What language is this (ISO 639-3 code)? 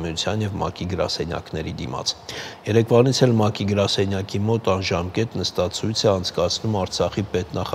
hye